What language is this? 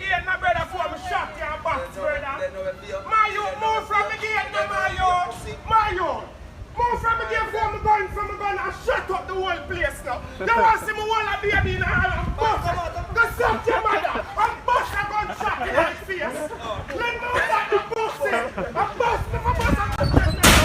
Jamaican Creole English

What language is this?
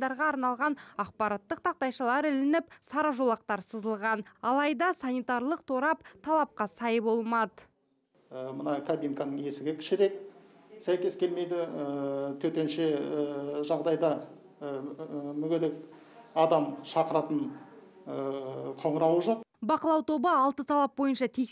Kazakh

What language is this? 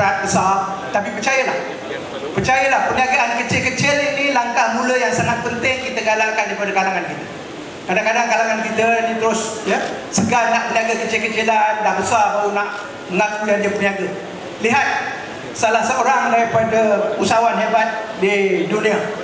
Malay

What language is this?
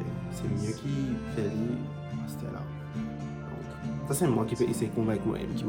Morisyen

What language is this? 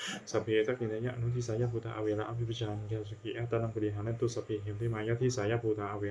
Pali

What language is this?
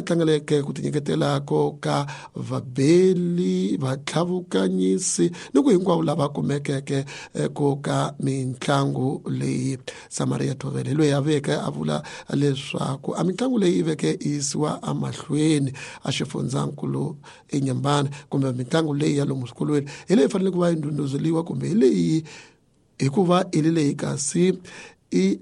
Tsonga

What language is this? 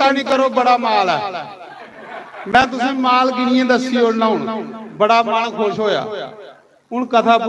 Dogri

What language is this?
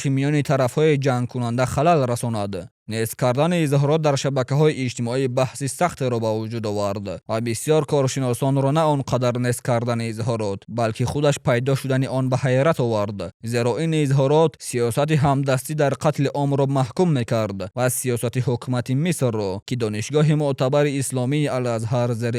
Tajik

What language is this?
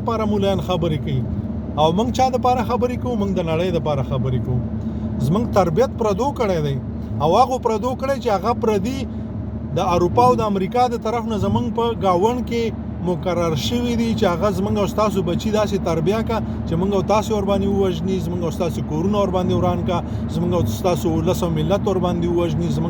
Pashto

